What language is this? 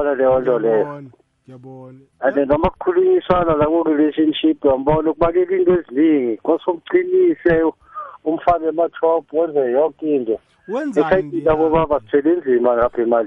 South Ndebele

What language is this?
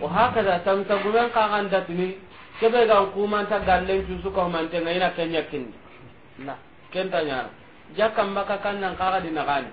Soninke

